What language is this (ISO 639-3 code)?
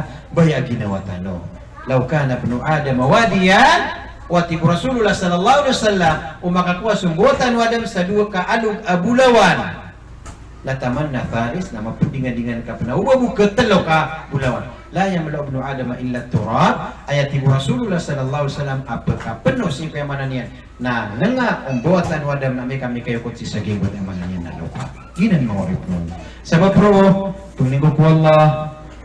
mrw